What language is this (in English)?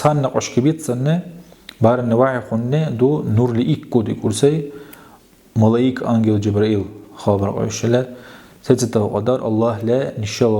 Dargwa